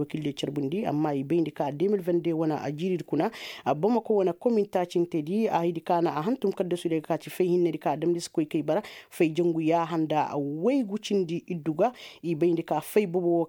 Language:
Koyraboro Senni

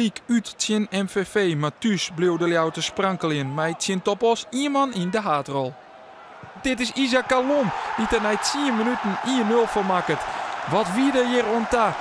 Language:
Western Frisian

